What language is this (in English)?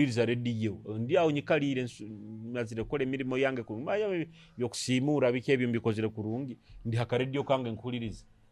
Nyoro